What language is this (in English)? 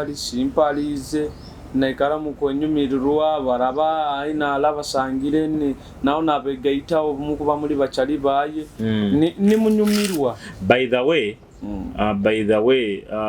Nyoro